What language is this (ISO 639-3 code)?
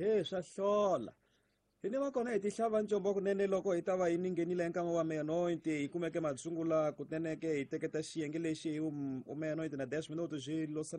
tso